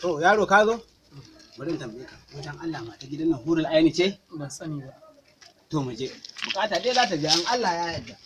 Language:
Hausa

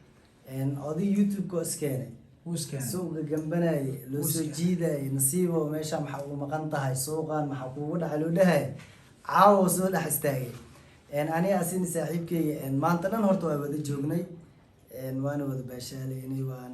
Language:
Somali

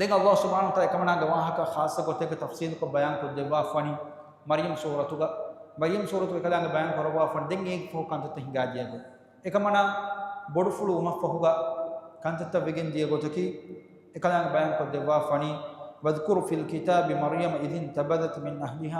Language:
Divehi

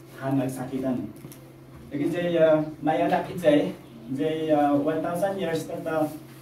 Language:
Iloko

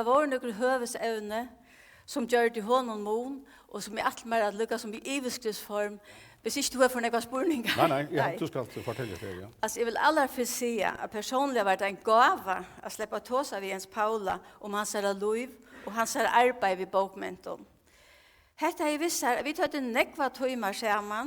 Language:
Faroese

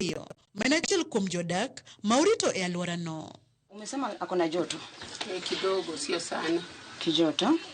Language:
Luo (Kenya and Tanzania)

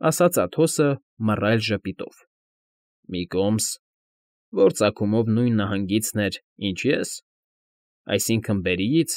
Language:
Armenian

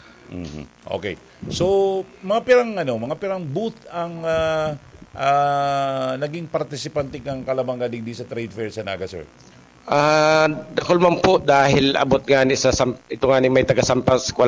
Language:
Bikol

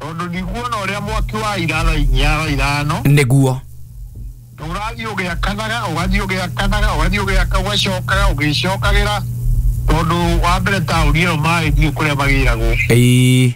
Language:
Kikuyu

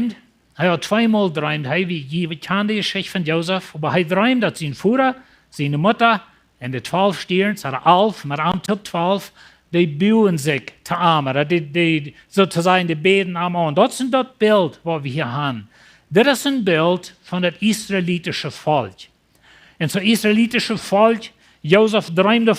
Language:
Plautdietsch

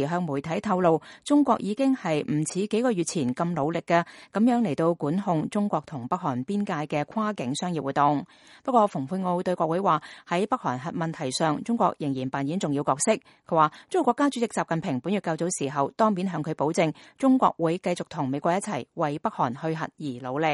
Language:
Cantonese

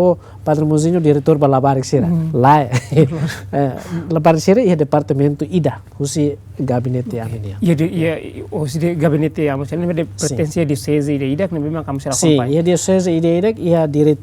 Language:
Tetum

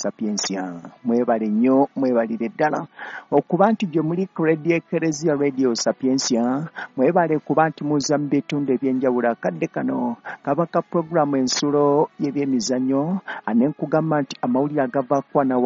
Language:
Ganda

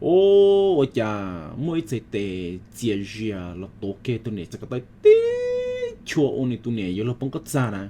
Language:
Hmong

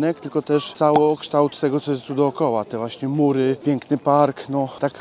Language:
Polish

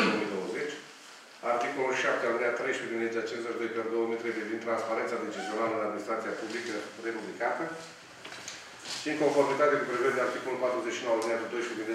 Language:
Romanian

